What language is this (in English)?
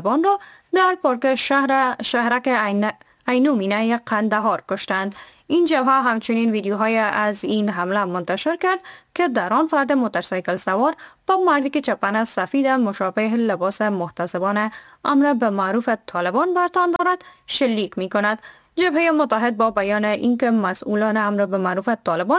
Persian